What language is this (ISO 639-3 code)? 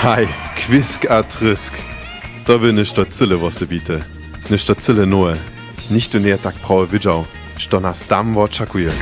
hsb